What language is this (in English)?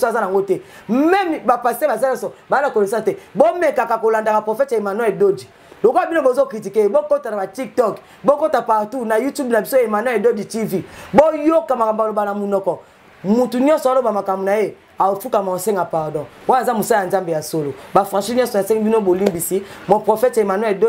Lingala